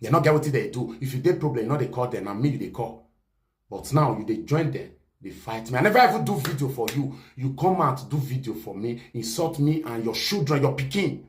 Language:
Nigerian Pidgin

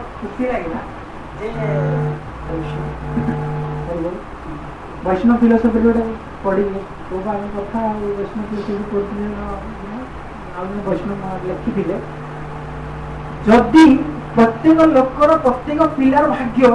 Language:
Odia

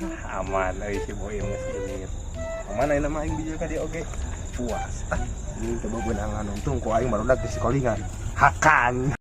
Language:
Sundanese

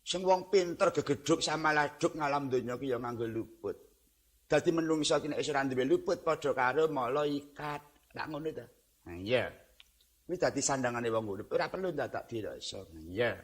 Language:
Javanese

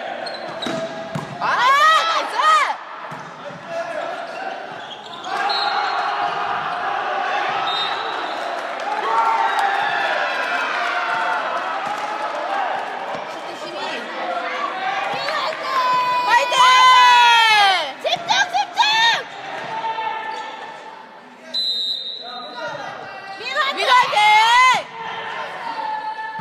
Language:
Korean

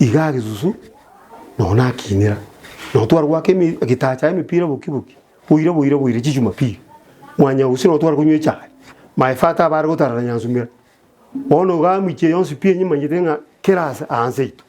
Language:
Gusii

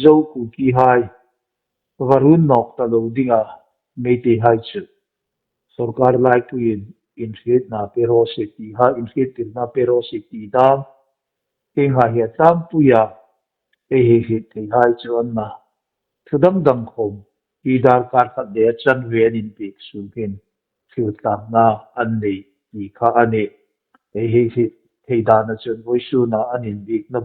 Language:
Hmar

